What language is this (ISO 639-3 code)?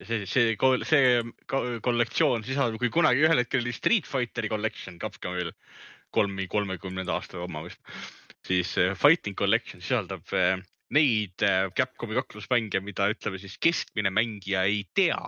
est